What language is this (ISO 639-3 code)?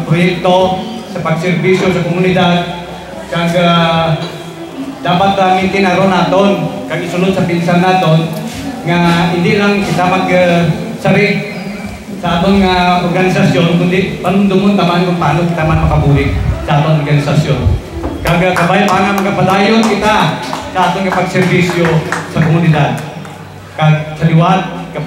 hil